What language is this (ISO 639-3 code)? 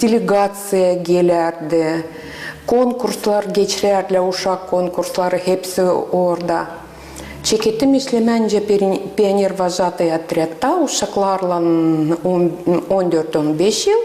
gag